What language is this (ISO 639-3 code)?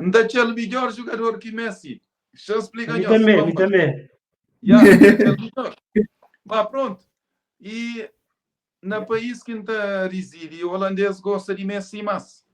kea